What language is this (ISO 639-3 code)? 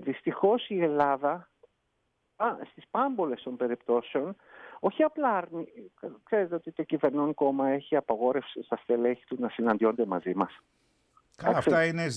ell